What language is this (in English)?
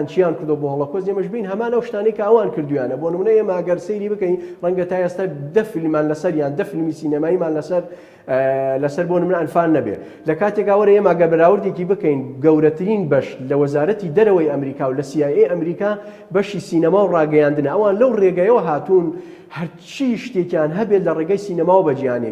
Central Kurdish